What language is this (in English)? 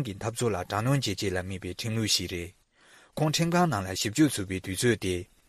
Tibetan